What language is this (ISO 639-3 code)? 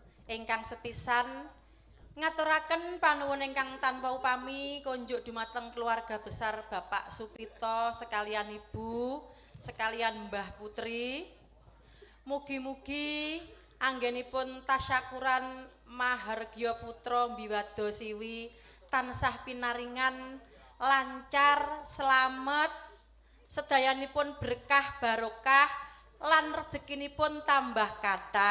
jav